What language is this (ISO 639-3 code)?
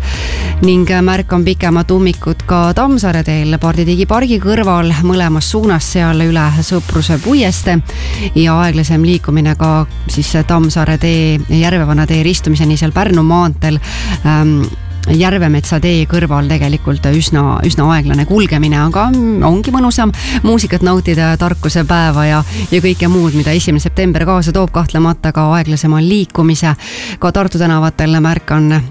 est